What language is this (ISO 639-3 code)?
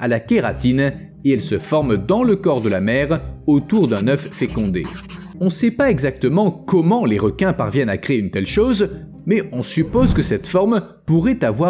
fra